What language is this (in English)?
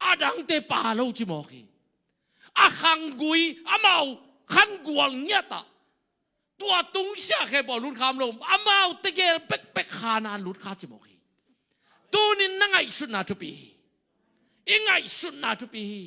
Tedim Chin